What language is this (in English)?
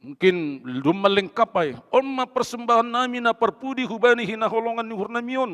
Batak Simalungun